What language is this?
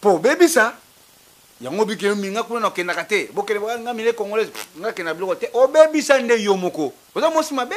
Lingala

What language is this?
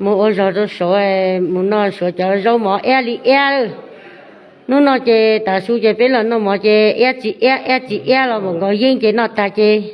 Hmong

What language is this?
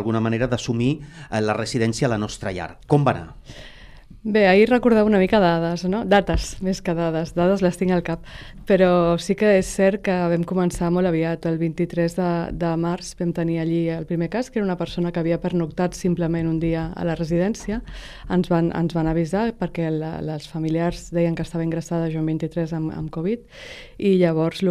Catalan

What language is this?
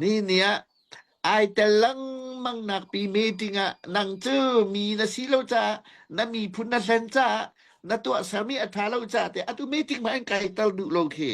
Hakha Chin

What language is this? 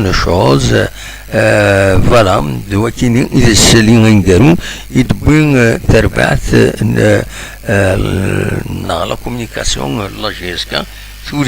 Kabyle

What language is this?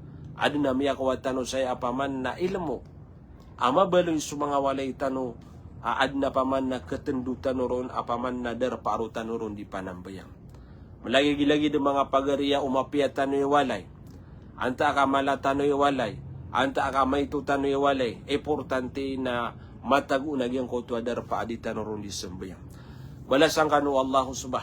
Maranao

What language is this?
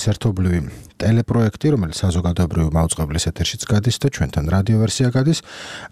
Georgian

